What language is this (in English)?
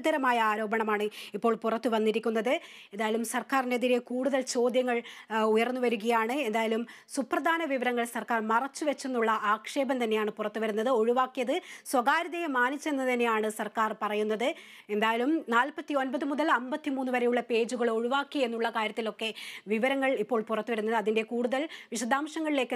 Malayalam